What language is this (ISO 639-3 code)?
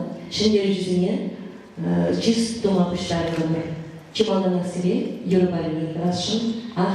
chv